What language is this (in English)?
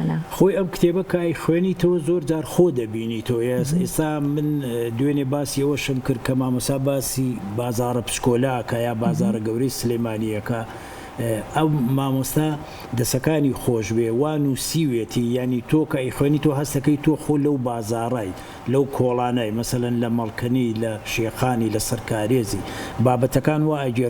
Central Kurdish